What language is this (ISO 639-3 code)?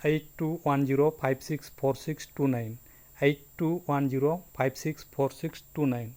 sat